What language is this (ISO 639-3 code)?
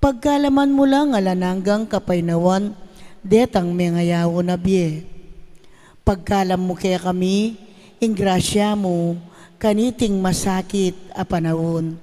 pam